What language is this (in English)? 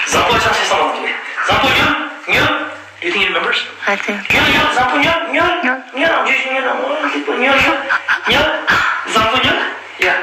Ladakhi